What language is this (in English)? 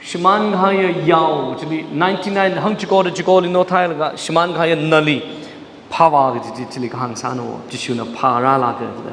Tangkhul Naga (India)